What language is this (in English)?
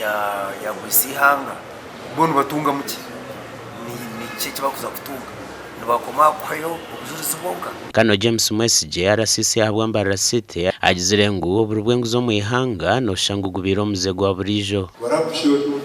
Nyankole